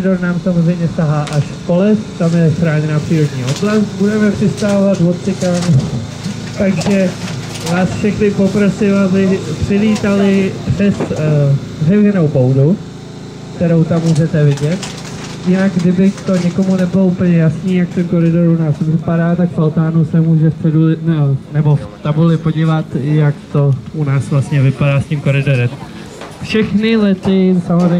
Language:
Czech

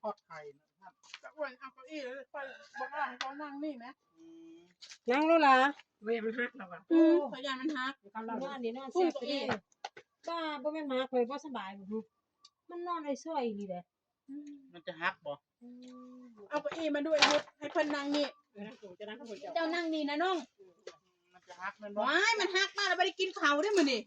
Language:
Northeastern Thai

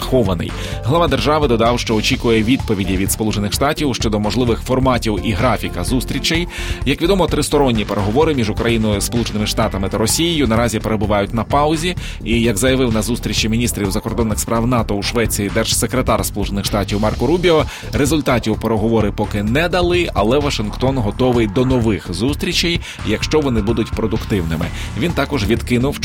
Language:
Ukrainian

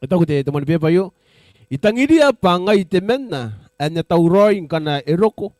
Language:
Gilbertese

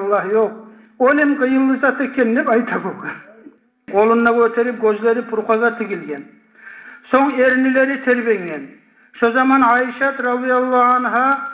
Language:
Kumyk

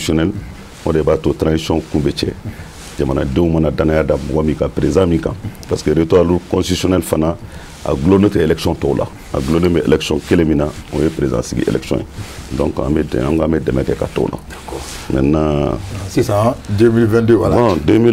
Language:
Bambara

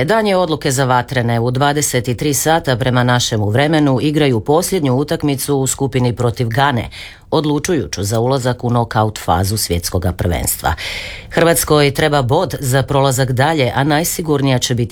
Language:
Croatian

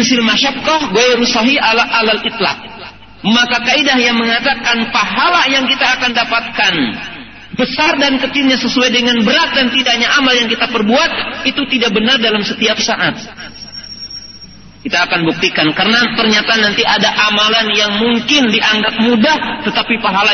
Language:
Indonesian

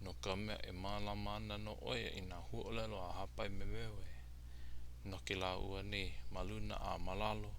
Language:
Hawaiian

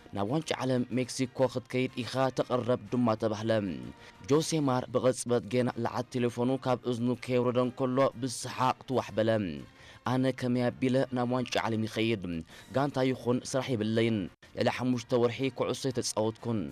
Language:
Tigrinya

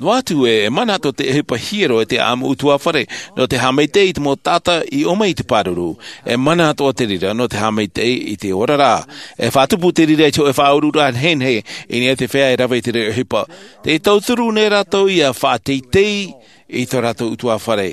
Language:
Tahitian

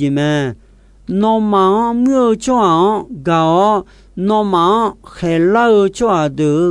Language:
Akha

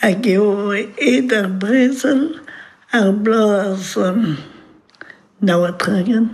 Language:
Breton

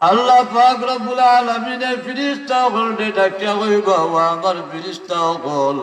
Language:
Sylheti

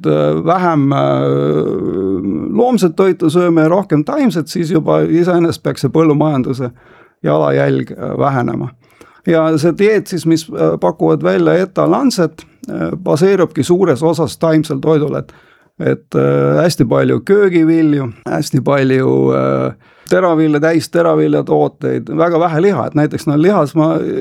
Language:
Estonian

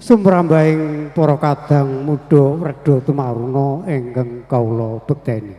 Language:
Javanese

